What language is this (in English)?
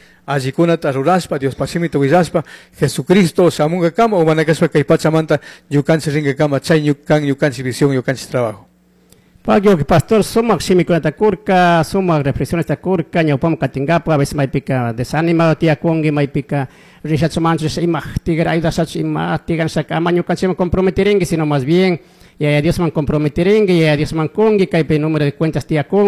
Chimborazo Highland Quichua